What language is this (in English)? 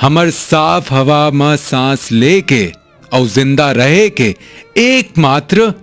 Chhattisgarhi